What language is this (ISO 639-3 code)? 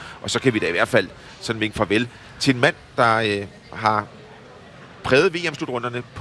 dan